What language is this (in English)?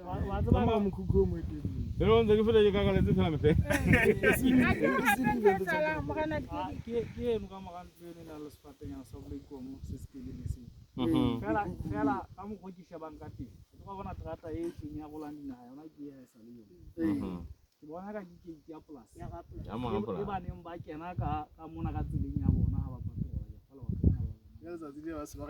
Southern Sotho